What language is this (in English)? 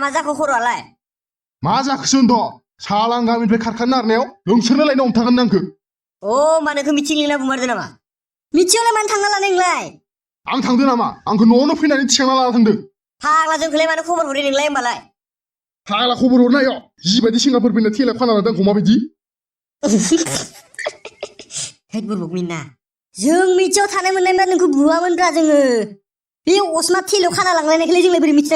Bodo